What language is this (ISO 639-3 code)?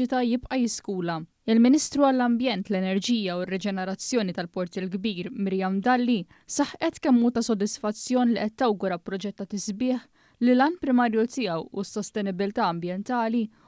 mlt